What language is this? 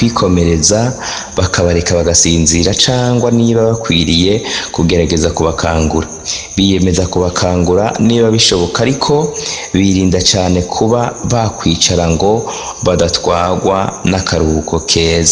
Rundi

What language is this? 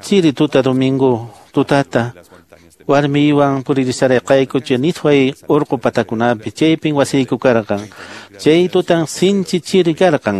Quechua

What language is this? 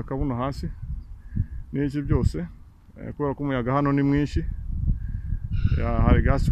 Kinyarwanda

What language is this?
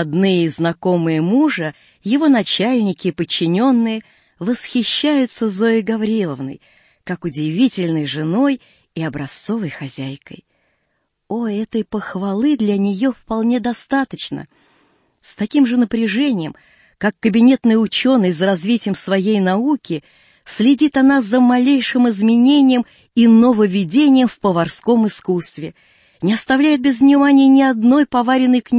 Russian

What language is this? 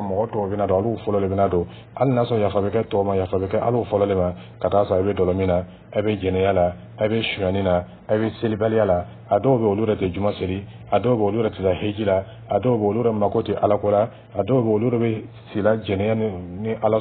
Dyula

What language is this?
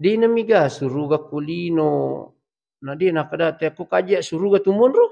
Buginese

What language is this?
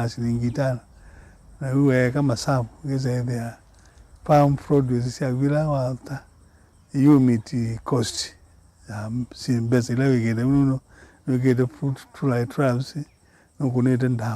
Kamba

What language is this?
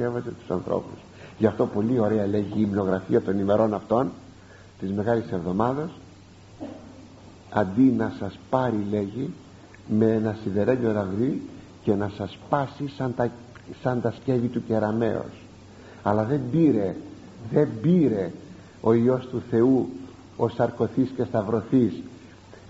Greek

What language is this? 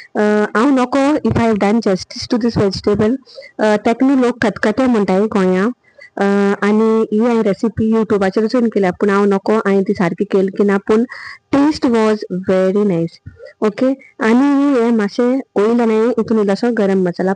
Konkani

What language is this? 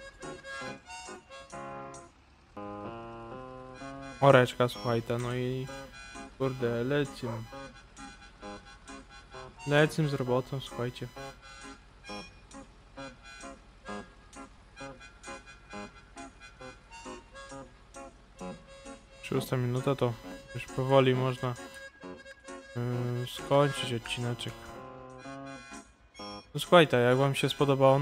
Polish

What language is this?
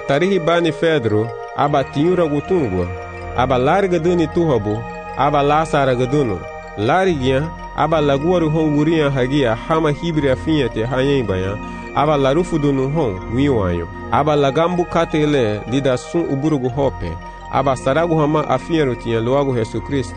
Garifuna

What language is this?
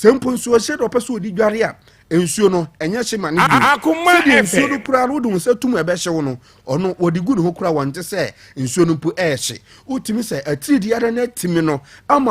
Akan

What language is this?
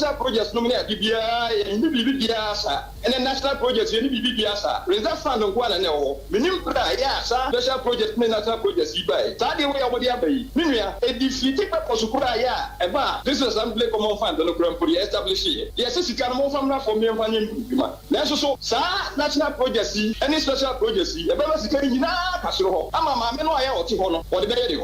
Akan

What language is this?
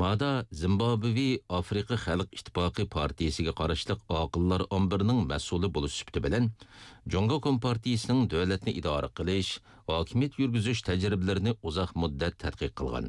Uyghur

